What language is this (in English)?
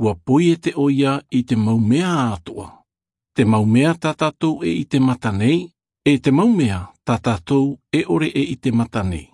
Tahitian